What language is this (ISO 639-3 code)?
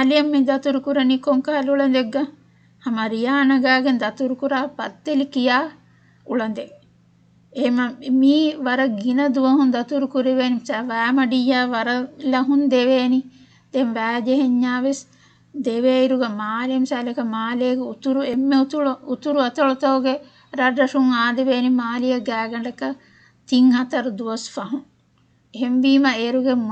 div